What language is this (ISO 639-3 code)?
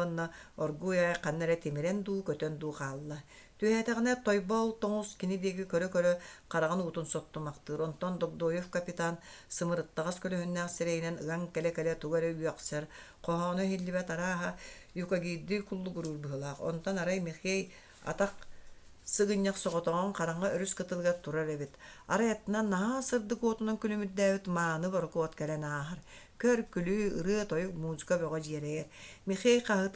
sah